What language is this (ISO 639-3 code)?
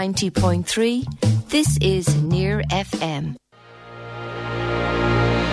eng